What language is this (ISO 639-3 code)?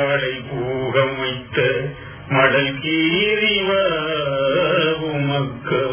tam